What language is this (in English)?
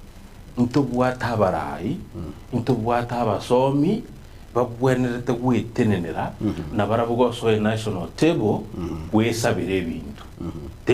Gusii